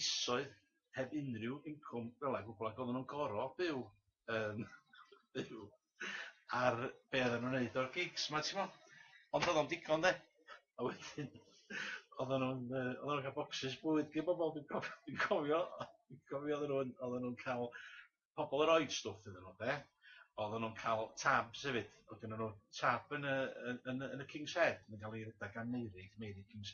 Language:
Welsh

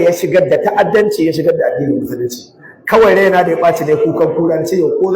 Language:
Hausa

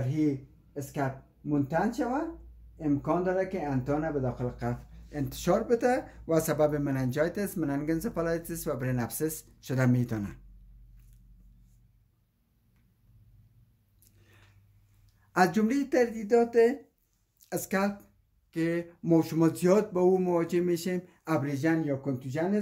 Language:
Persian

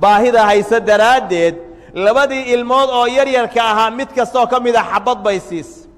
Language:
Somali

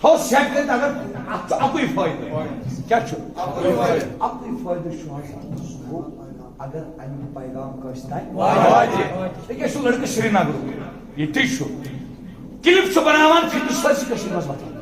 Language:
Kashmiri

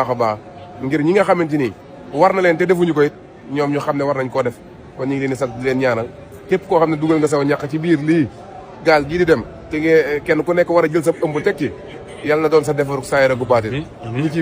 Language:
Wolof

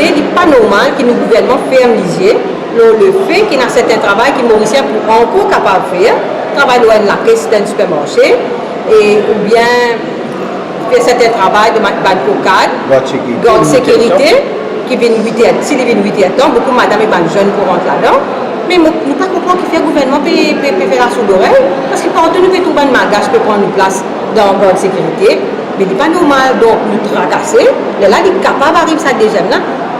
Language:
Morisyen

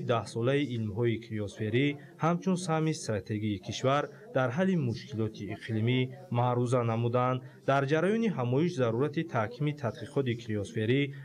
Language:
Tajik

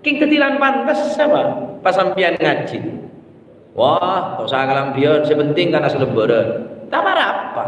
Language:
Madurese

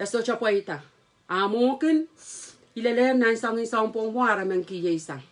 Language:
Pohnpeian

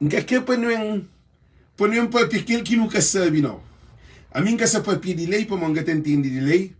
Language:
Kabuverdianu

